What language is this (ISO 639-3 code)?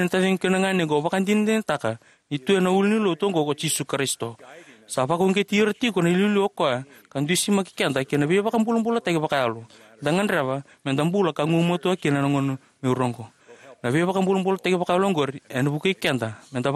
fij